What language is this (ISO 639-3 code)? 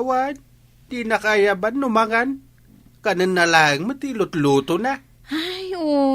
ilo